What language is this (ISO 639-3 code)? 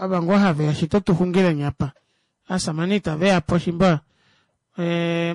kua